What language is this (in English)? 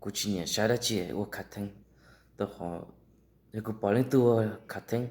Hmong